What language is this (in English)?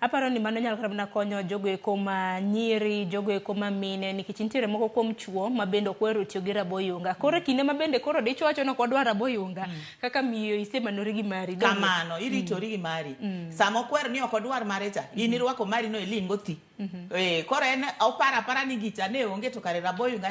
Luo (Kenya and Tanzania)